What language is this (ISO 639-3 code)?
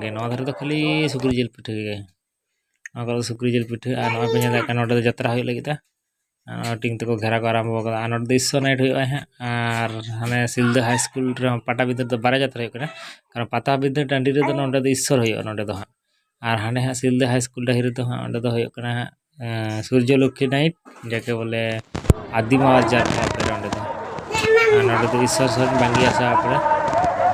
sat